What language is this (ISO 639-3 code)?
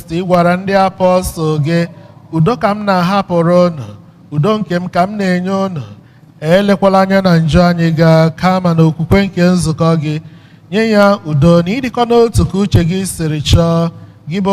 ibo